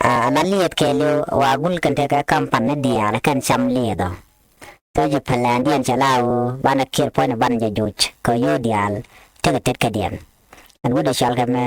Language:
Nuer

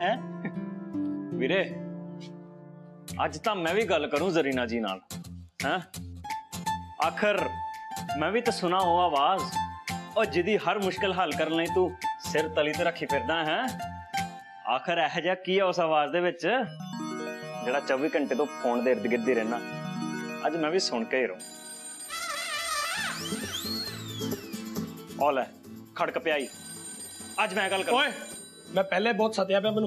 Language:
Punjabi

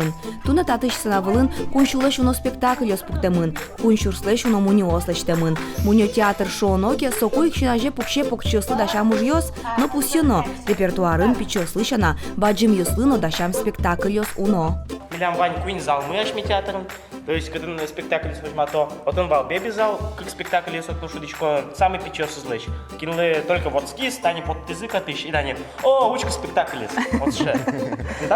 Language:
Udmurt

